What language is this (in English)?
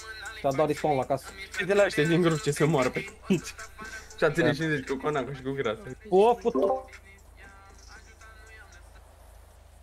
Romanian